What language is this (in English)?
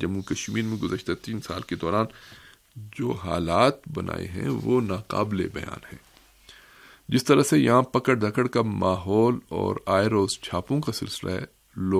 Urdu